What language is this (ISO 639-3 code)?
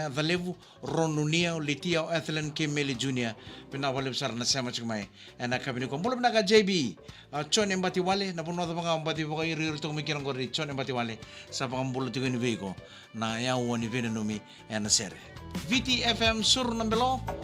fij